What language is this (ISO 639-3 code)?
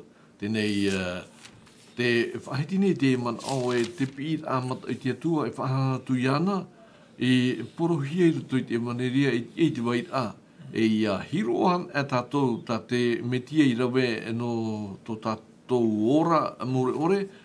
tah